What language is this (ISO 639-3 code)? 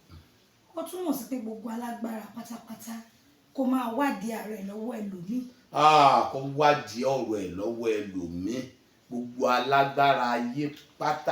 yor